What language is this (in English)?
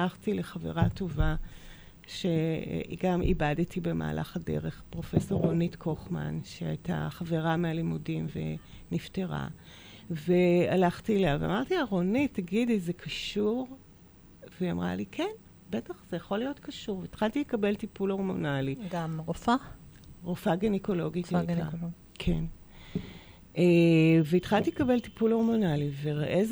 Hebrew